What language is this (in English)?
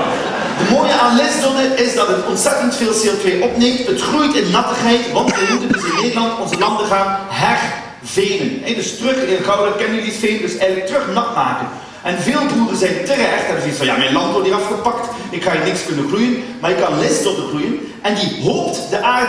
Dutch